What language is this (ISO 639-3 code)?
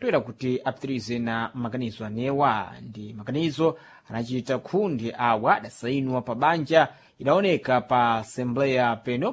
seh